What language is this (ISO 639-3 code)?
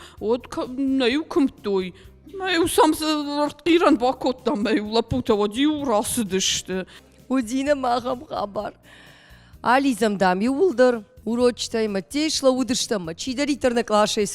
oss